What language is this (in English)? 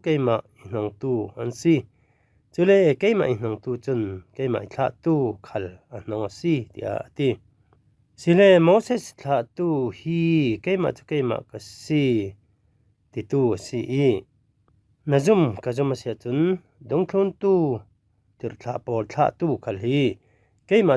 Falam Chin